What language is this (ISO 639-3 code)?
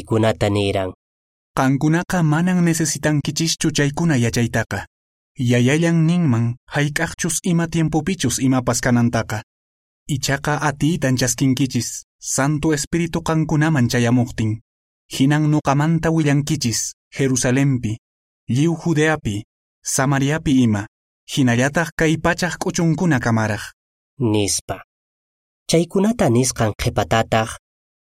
que